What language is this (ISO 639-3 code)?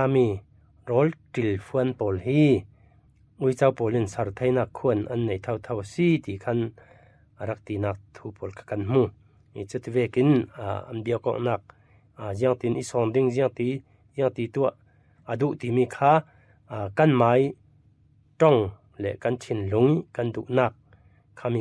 cfm